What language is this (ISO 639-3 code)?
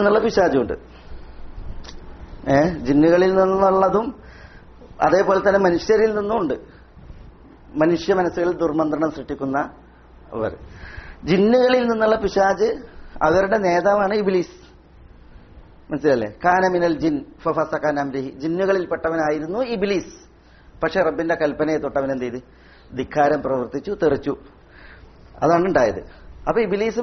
mal